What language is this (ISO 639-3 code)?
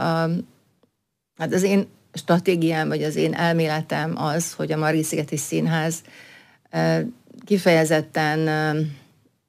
hun